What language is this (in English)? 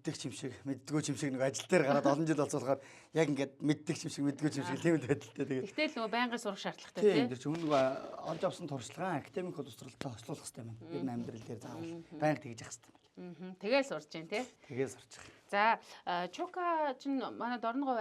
Mongolian